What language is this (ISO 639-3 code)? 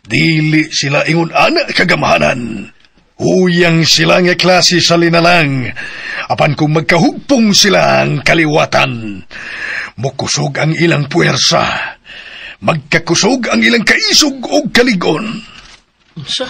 ceb